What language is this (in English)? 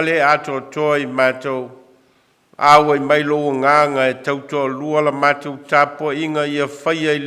Samoan